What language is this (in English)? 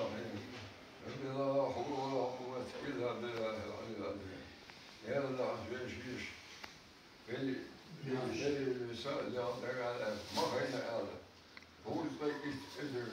Chechen